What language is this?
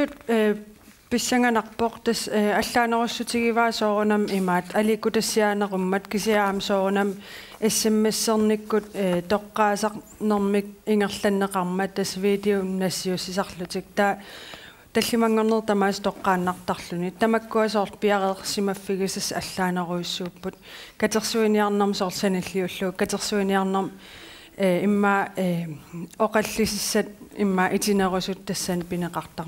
Kalaallisut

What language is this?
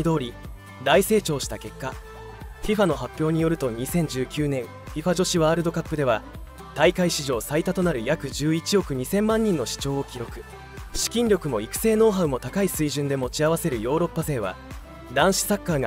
Japanese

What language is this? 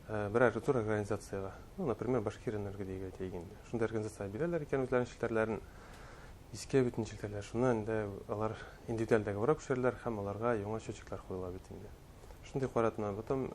Bashkir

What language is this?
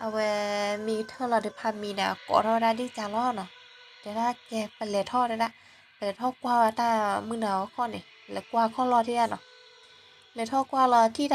S'gaw Karen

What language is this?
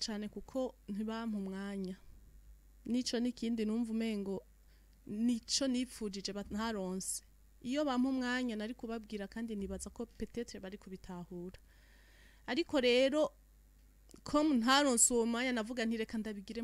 Rundi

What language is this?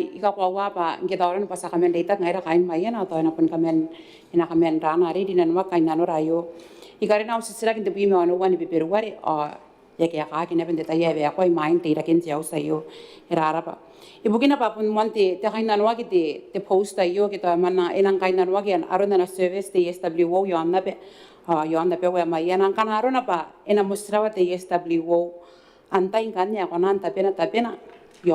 Gilbertese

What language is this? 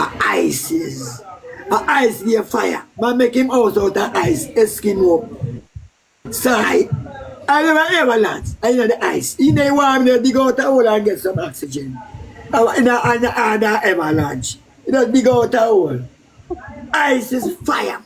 Jamaican Creole English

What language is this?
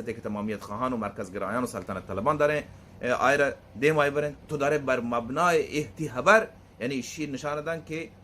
Baluchi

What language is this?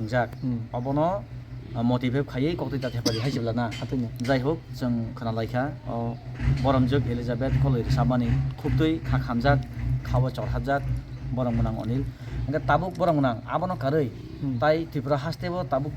Kok Borok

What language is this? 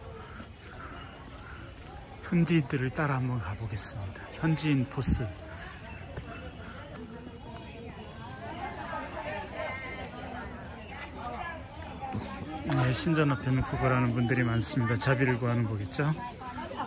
Korean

